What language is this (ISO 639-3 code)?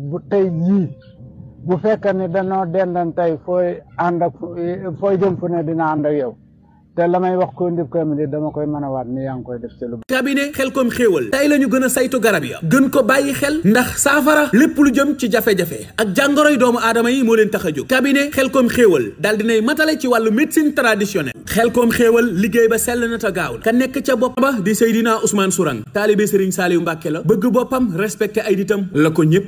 wol